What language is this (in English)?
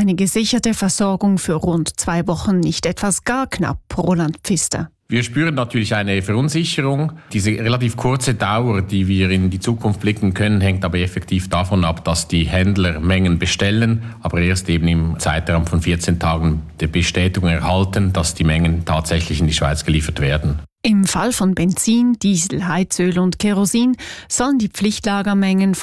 German